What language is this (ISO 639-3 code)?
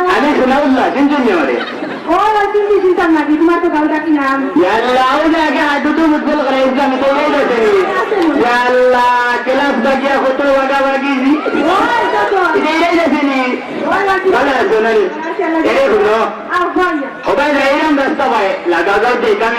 syl